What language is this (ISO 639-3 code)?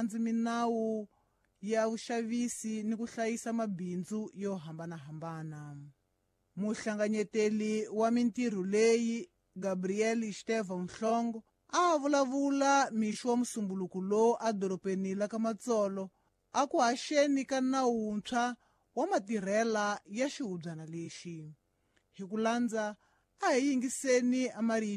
tso